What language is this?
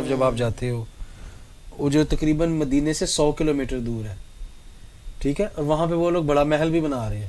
Urdu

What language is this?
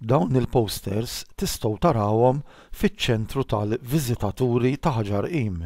Maltese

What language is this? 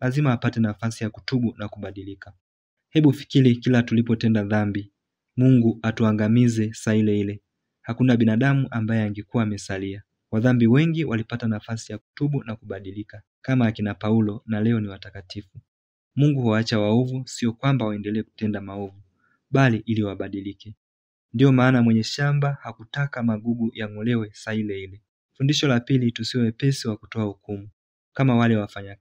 Swahili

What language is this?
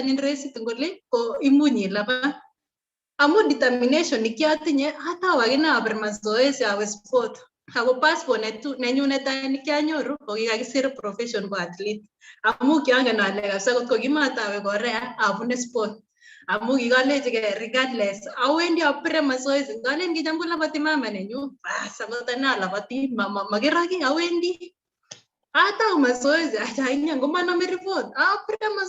Kalenjin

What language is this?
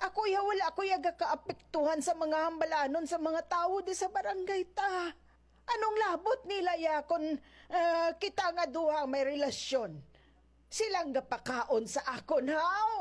Hiligaynon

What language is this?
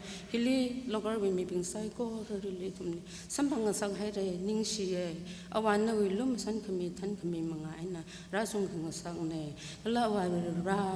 Tangkhul Naga (India)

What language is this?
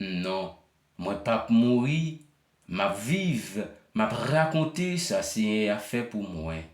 Haitian Creole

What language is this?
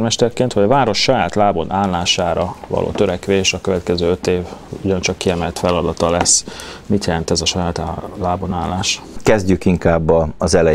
Hungarian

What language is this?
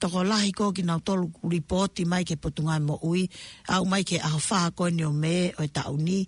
Tongan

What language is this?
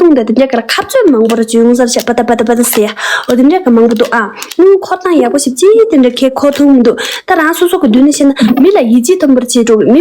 Tibetan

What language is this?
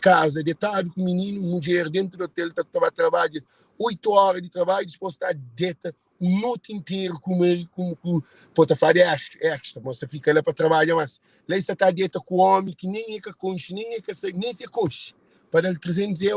Kabuverdianu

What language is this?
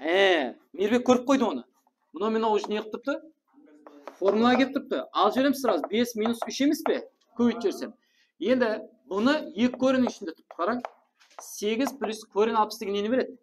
Kara-Kalpak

